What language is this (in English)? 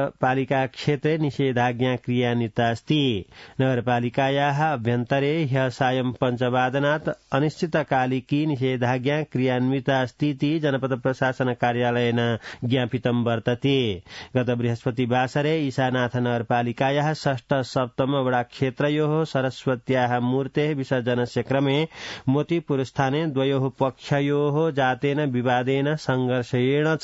Sanskrit